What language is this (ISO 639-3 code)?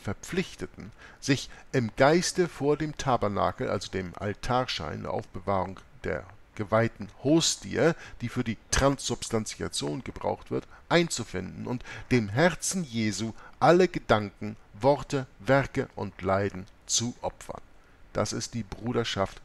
deu